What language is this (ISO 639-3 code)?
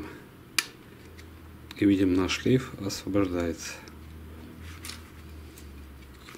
rus